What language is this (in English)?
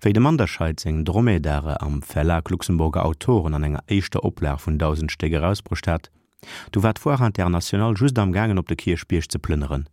Luxembourgish